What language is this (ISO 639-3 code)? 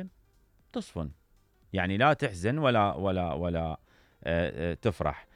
acm